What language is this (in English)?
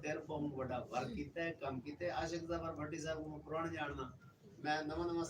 Saraiki